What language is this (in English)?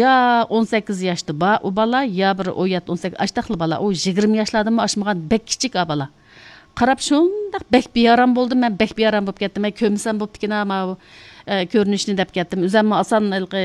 Uyghur